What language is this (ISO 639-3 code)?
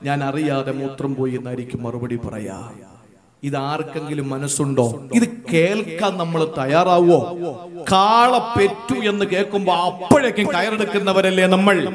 mal